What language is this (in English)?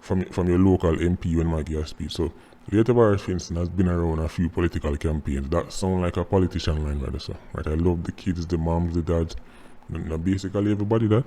Jamaican Creole English